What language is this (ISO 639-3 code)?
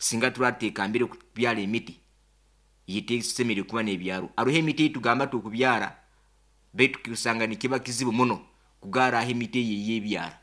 nyo